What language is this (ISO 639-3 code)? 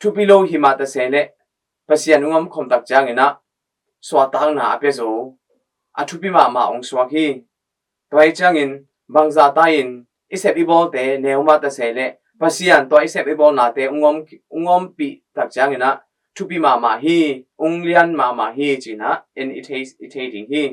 ctd